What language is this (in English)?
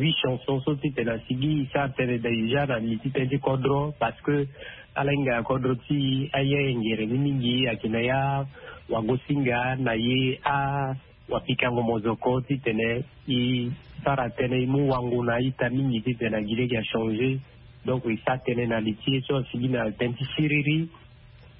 Sango